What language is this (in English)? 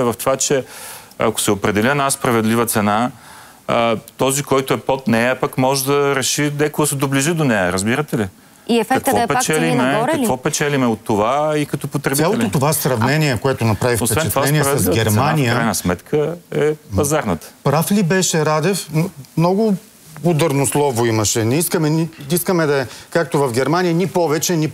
Bulgarian